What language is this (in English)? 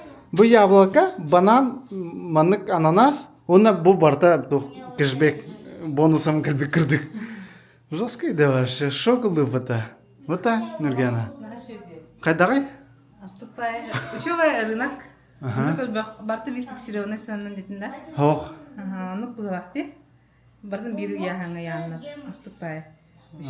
Yakut